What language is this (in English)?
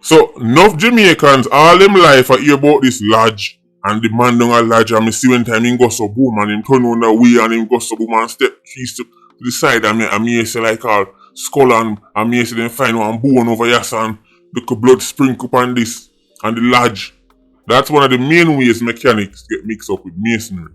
Jamaican Creole English